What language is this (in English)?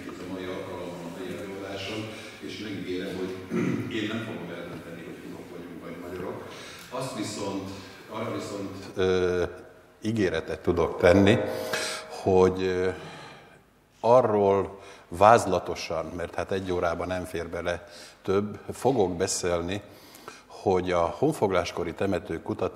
Hungarian